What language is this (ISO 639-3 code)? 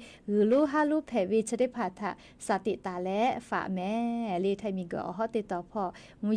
lhu